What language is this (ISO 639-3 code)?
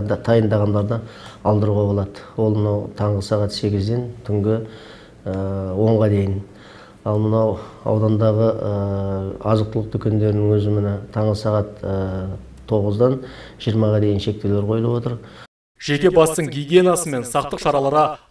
kaz